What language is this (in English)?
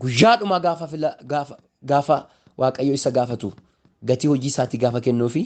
Oromo